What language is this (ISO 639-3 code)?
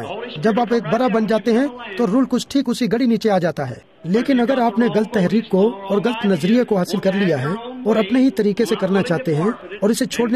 urd